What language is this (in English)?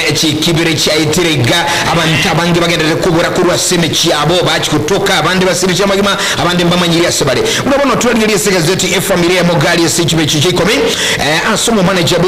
Gusii